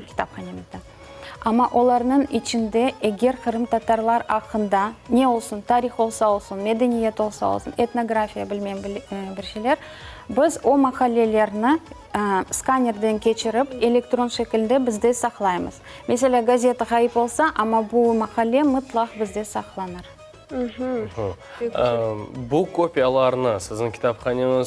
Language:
Crimean Tatar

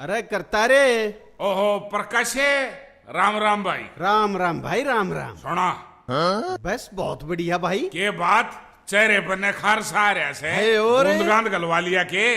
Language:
Haryanvi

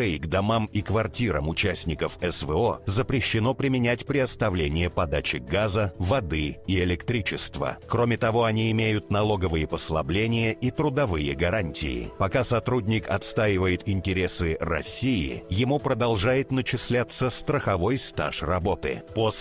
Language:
Russian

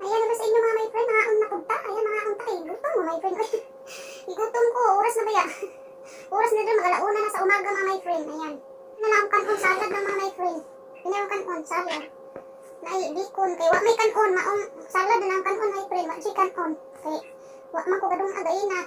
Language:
Cebuano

